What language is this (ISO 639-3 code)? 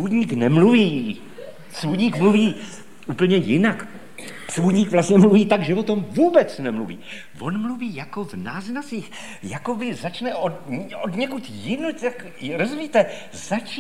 ces